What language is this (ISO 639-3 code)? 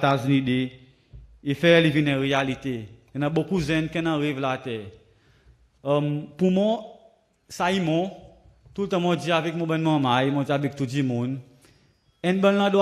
crs